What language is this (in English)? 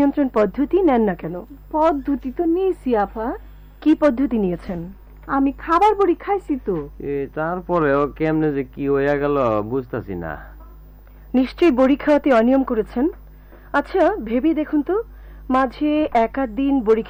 Bangla